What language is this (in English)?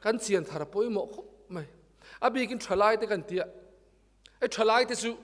Mizo